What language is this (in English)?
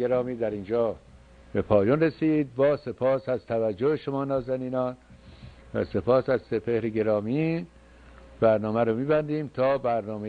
Persian